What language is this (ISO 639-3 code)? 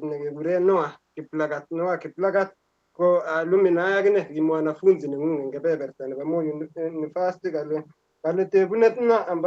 kln